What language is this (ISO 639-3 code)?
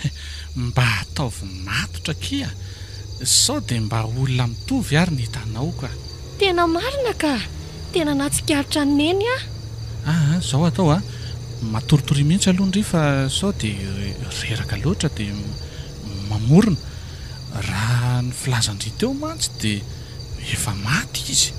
mlg